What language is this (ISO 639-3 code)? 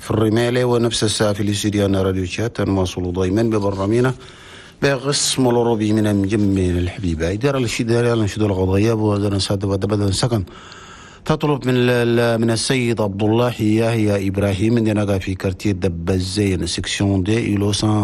shu